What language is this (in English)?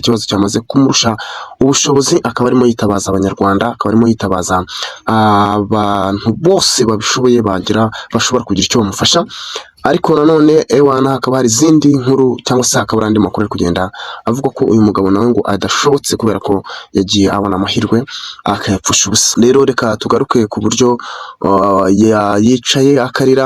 Kinyarwanda